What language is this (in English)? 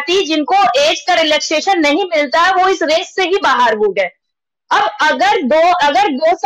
Hindi